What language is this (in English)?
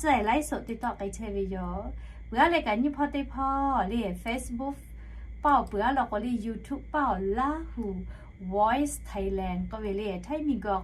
Lahu